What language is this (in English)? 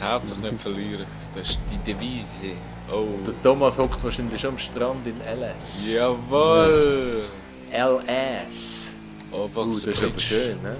Swiss German